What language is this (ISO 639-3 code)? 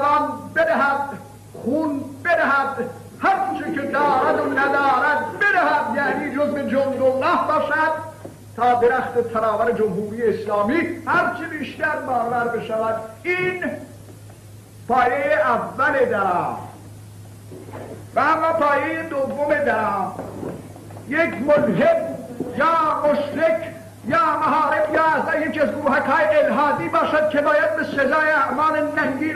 fas